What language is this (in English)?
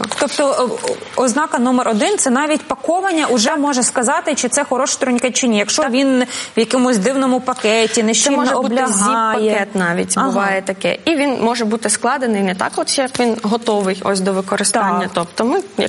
Ukrainian